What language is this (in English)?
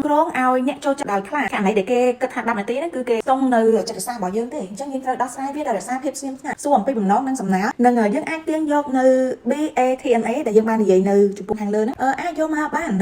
Khmer